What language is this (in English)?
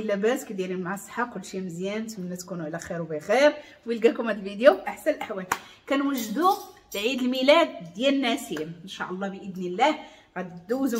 Moroccan Arabic